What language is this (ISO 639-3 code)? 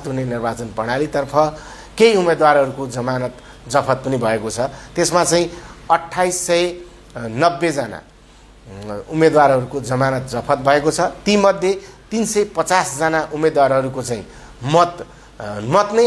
nep